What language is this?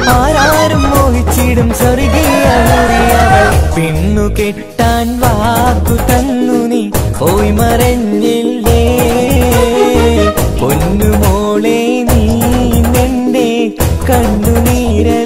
Malayalam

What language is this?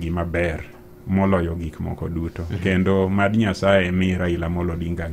Luo (Kenya and Tanzania)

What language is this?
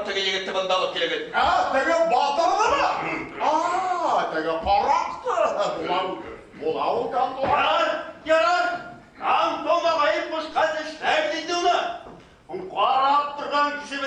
Bashkir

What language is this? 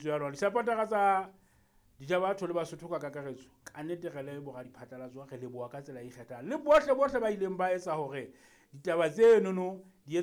Southern Sotho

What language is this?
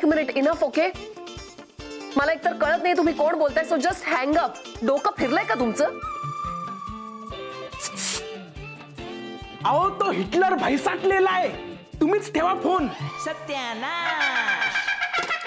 Marathi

